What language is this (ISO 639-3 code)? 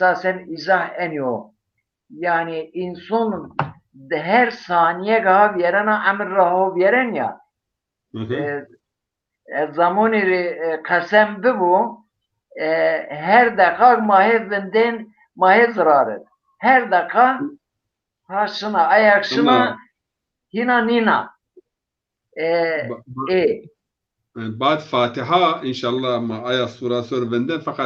zza